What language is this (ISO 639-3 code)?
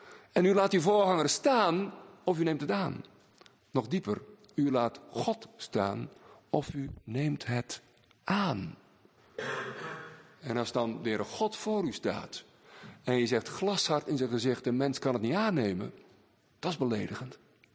nld